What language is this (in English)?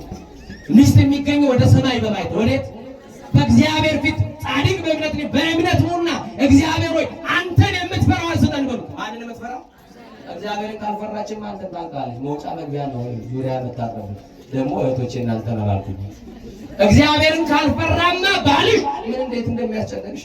Amharic